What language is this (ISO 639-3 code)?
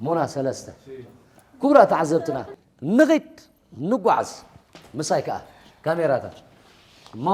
tir